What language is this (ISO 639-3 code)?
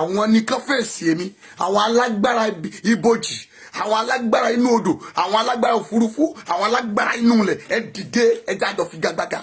yor